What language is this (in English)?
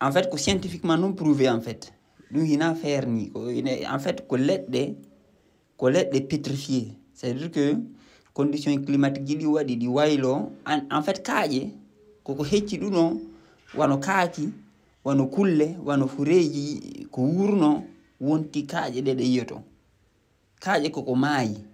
Fula